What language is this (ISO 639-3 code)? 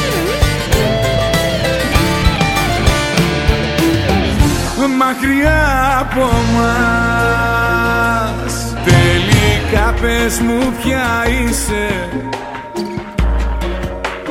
ell